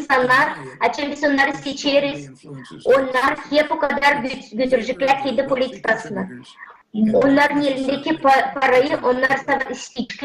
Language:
Gagauz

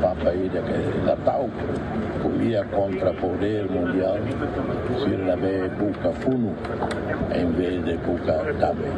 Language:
Tetum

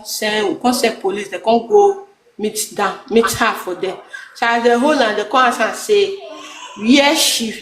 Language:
Nigerian Pidgin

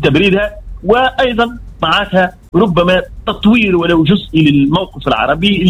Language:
Tunisian Arabic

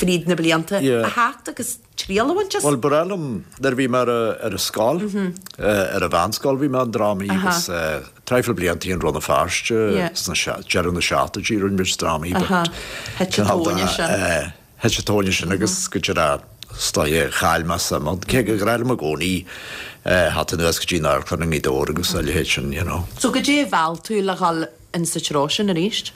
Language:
Irish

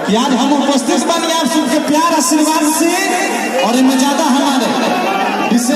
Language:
Maithili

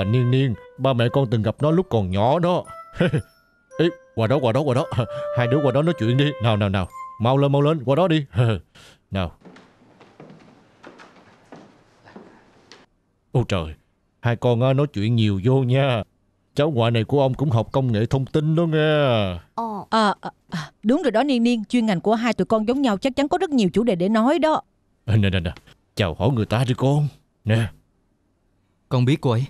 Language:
Vietnamese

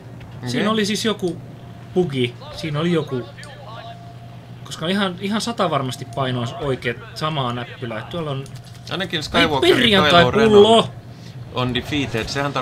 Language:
Finnish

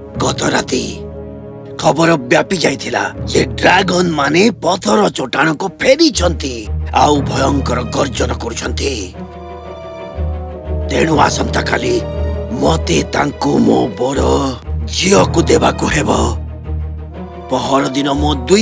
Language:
Odia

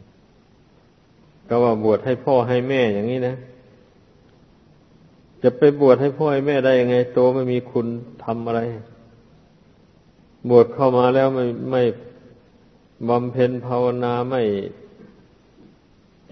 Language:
Thai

